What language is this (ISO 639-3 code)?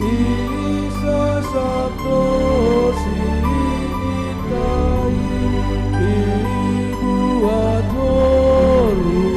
bts